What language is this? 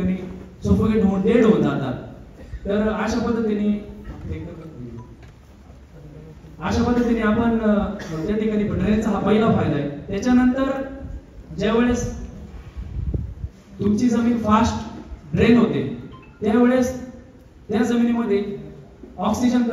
Marathi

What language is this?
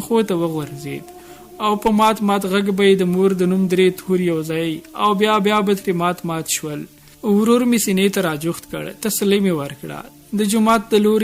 Pashto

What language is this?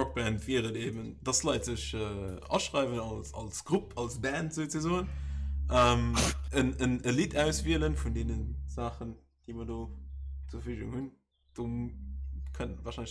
Luxembourgish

